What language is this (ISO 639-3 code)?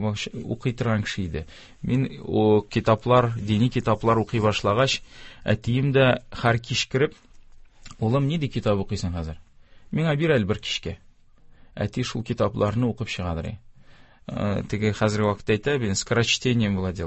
tat